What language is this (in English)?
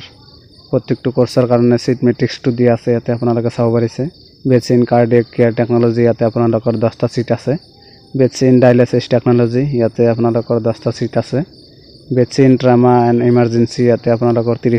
Assamese